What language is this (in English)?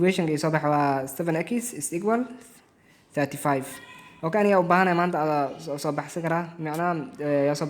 Somali